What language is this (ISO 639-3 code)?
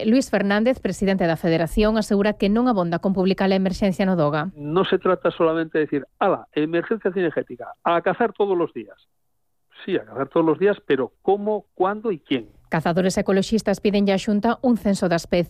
glg